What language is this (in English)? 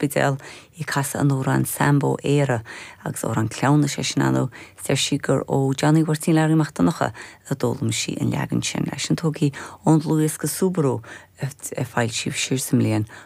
Irish